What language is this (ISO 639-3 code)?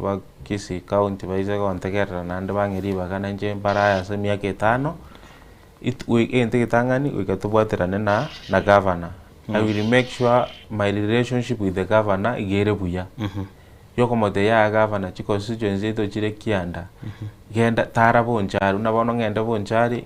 guz